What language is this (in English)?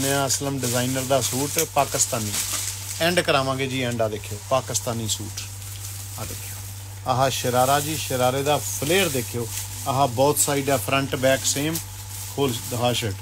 Punjabi